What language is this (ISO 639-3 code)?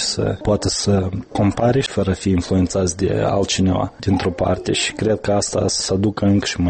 ron